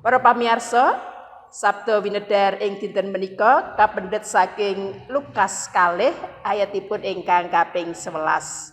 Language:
Javanese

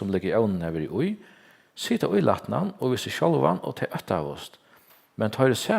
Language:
Faroese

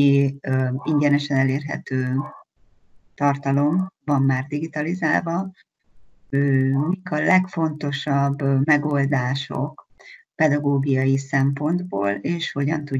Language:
Hungarian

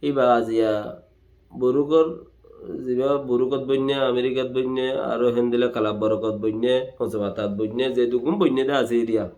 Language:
Rohingya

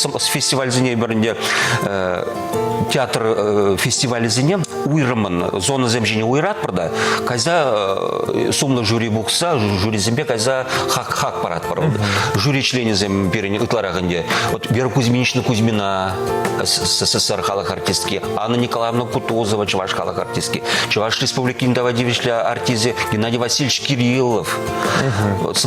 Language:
Chuvash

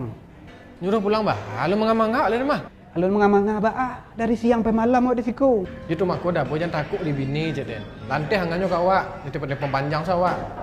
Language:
Minangkabau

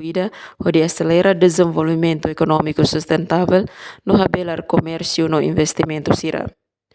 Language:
Tetum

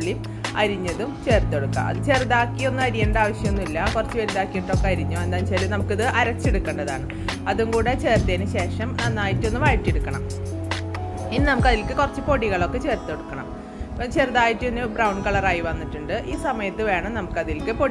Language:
Malayalam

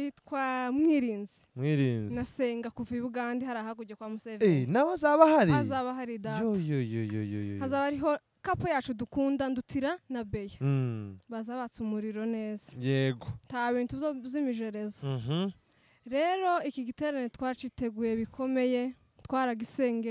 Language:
Rundi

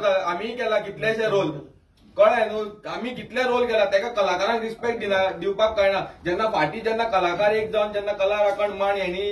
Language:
Konkani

